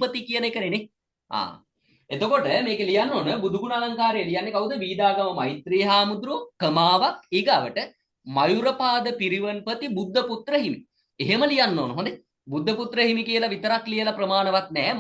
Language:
Sinhala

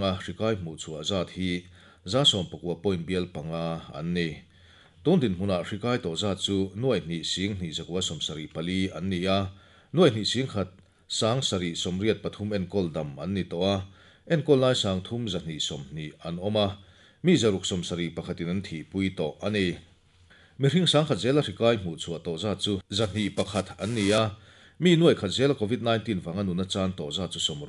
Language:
Mizo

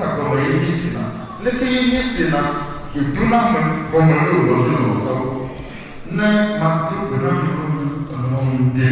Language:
Ewe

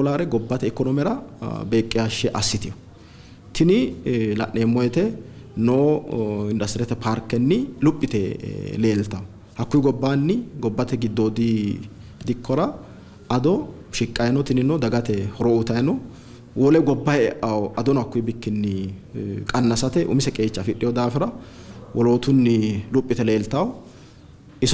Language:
Sidamo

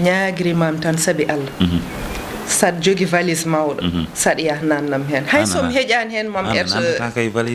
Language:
Fula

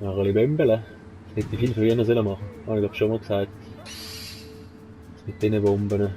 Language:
Swiss German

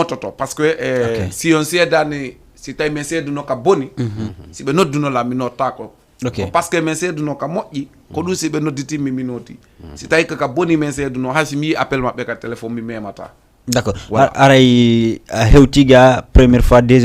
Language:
Fula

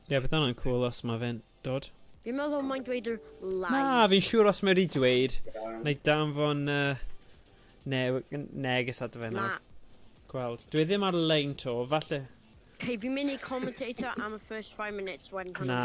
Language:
Welsh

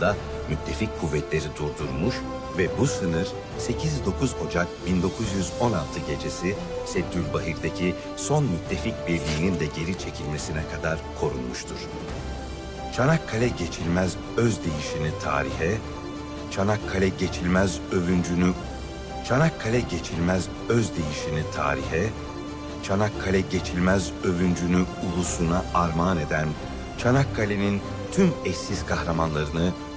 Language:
Turkish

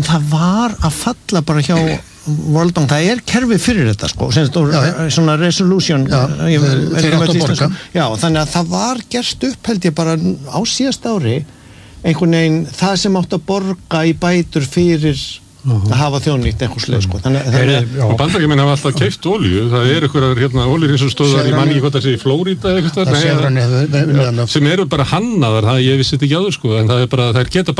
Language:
Icelandic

